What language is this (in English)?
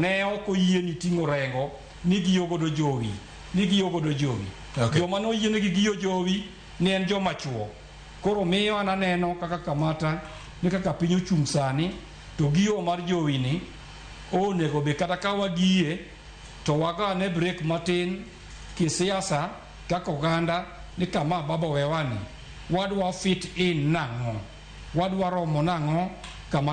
Luo (Kenya and Tanzania)